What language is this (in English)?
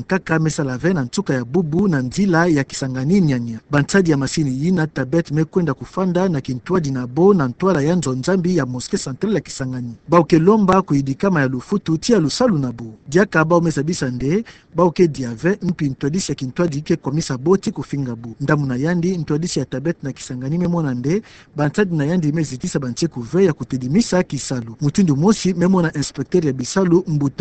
Kituba (Democratic Republic of Congo)